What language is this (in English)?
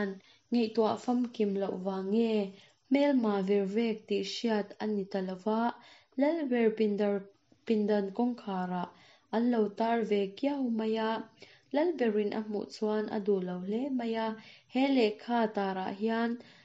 Mizo